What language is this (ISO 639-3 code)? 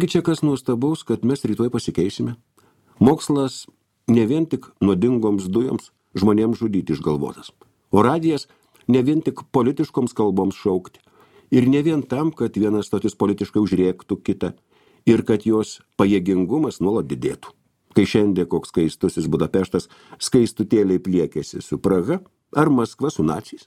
lit